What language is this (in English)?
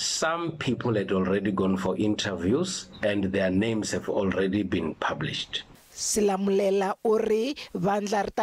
Tsonga